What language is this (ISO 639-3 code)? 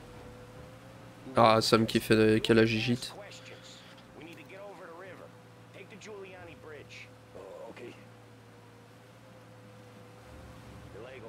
fra